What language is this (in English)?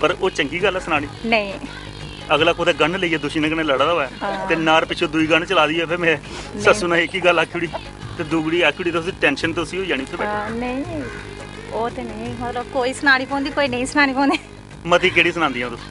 Dogri